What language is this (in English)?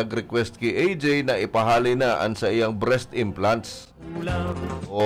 Bikol